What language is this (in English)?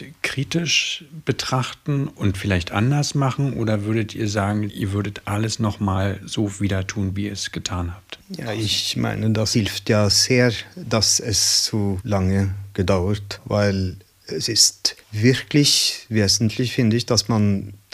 German